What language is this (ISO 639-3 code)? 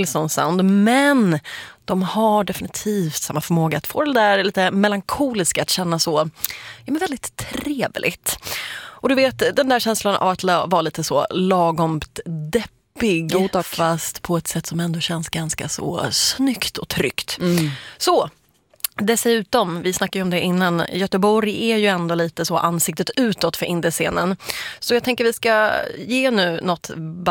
swe